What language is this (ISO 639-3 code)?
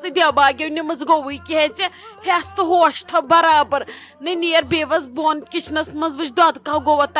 kas